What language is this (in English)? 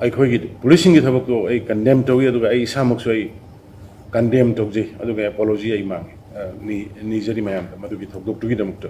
Manipuri